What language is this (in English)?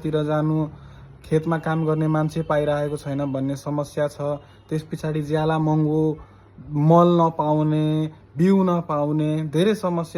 Nepali